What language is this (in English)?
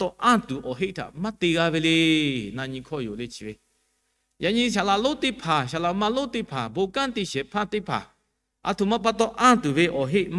Lahu